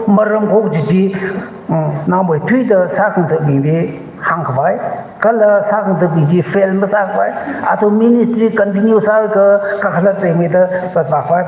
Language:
Tangkhul Naga (India)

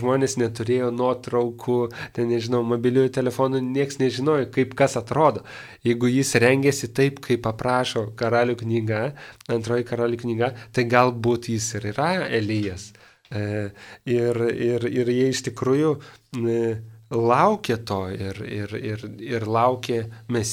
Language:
Lithuanian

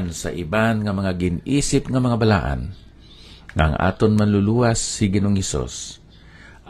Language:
Hiligaynon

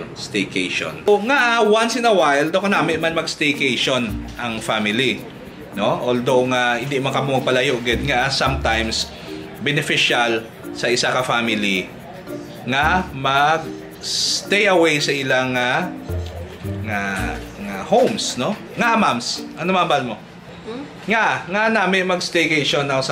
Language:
Hiligaynon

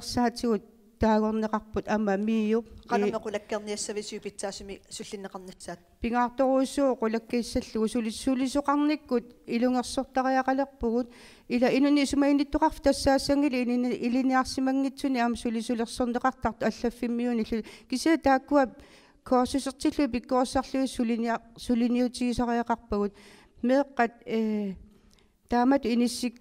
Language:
Kalaallisut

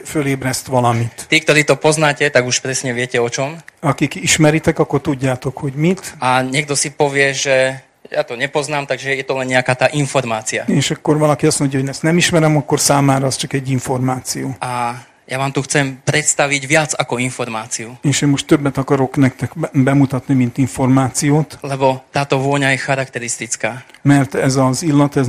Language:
Slovak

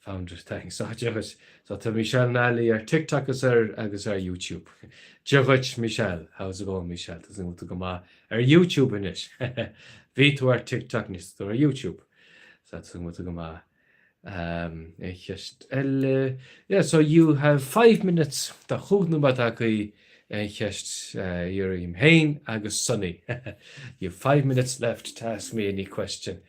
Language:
Irish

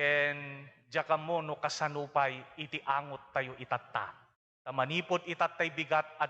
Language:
Iloko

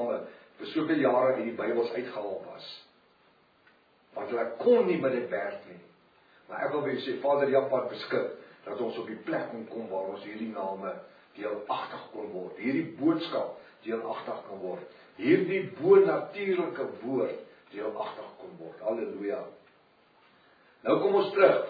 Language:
Afrikaans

